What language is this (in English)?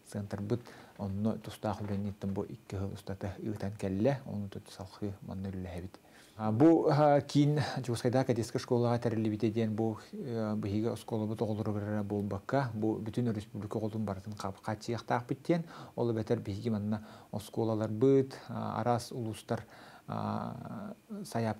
Yakut